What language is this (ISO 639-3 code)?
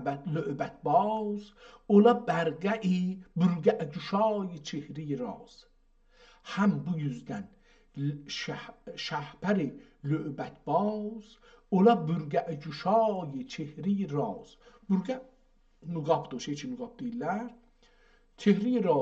azb